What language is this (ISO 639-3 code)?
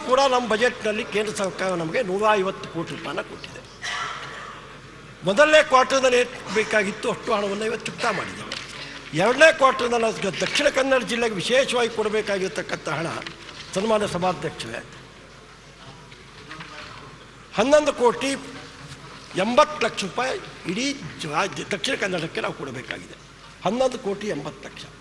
kan